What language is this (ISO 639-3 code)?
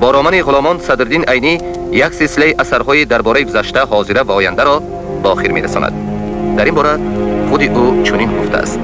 tgk